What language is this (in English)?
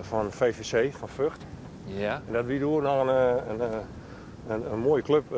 Western Frisian